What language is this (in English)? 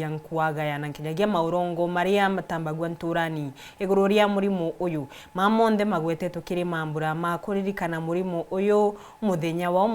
Meru